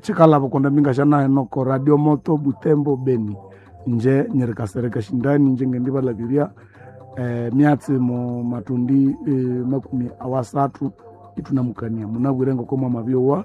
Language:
Nande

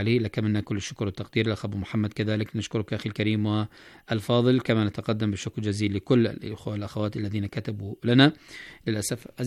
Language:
Arabic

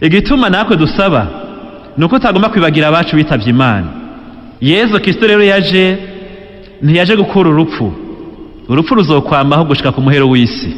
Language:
Rundi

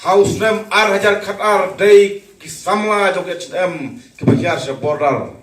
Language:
Khasi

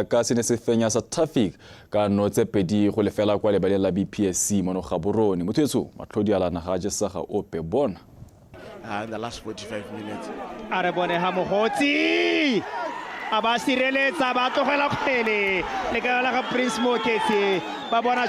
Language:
Tswana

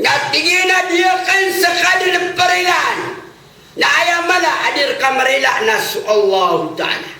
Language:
Maranao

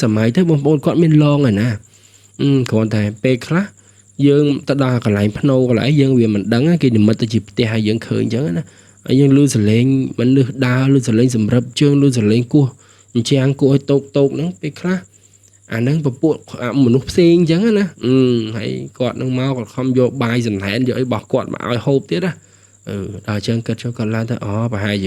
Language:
Khmer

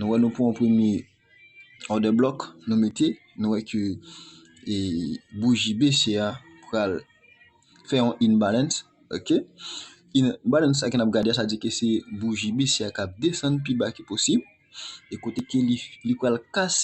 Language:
Haitian Creole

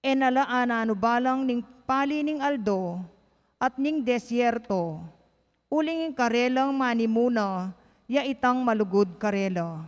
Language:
Pampanga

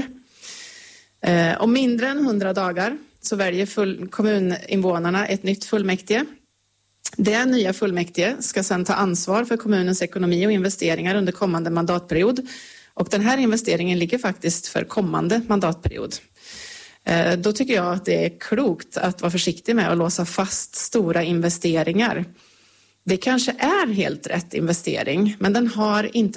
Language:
Swedish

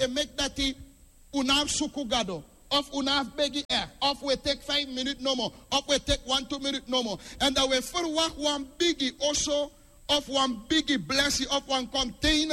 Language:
Sranan Tongo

